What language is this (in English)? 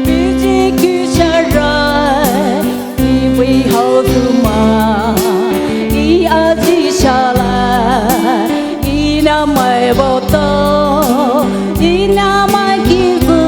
Poumei Naga